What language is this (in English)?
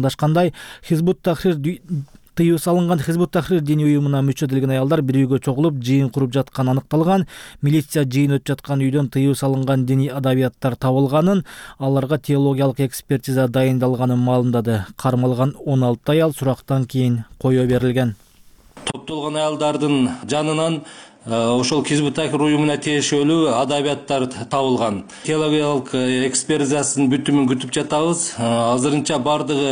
Kyrgyz